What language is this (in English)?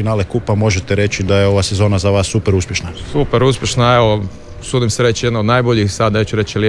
Croatian